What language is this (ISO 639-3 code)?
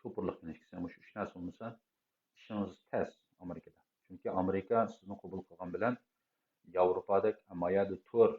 uig